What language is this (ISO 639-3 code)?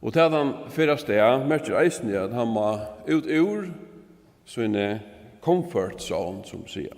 fao